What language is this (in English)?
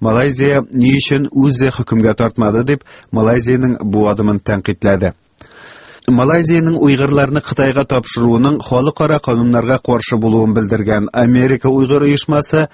Tatar